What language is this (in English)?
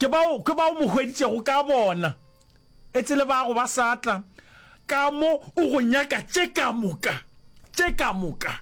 Northern Sotho